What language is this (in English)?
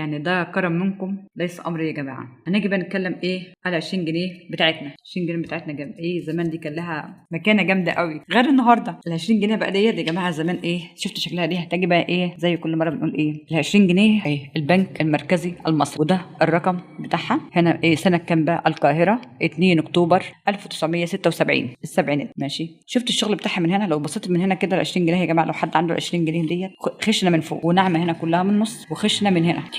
Egyptian Arabic